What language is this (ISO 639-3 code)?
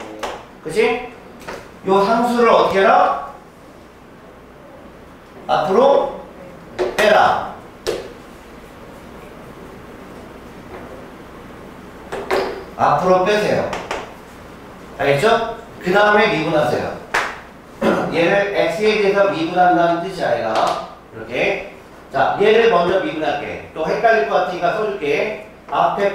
kor